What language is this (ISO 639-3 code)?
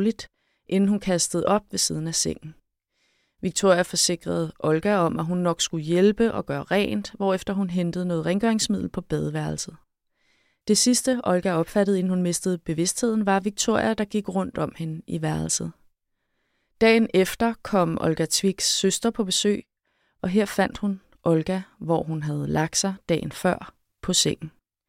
dan